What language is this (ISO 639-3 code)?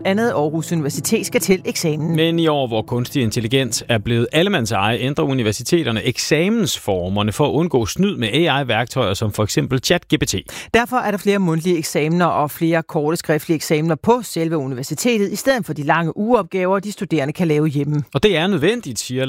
dan